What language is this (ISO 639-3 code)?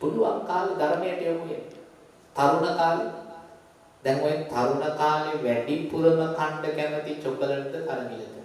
sin